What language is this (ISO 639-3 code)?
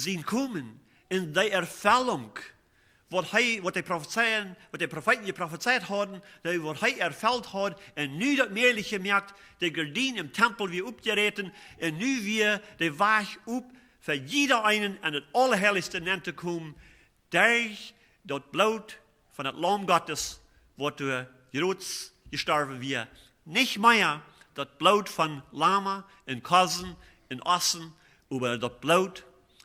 pdt